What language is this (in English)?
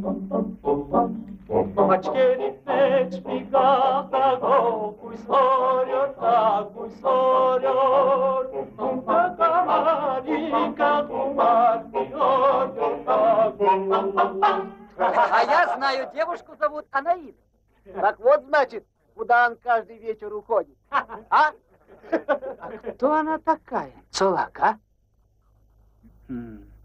Russian